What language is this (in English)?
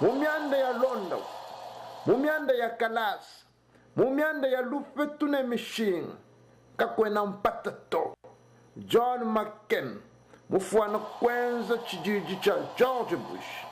Luba-Lulua